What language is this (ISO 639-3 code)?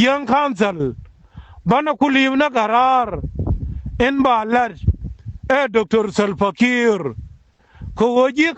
nus